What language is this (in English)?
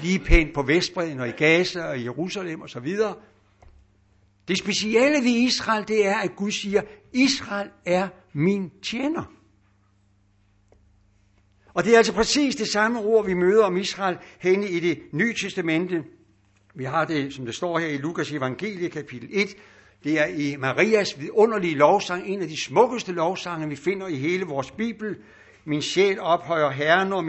Danish